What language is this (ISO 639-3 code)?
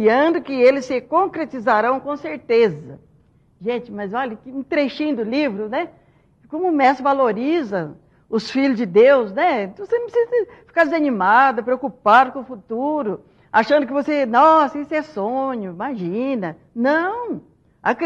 por